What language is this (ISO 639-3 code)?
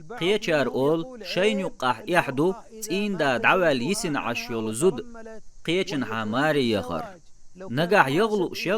che